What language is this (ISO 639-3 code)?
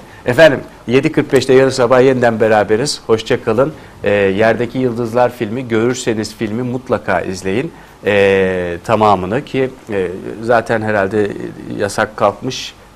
tur